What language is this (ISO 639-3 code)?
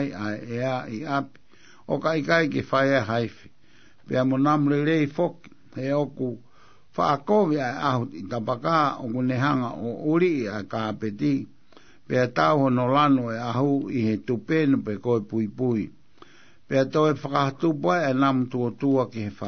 ton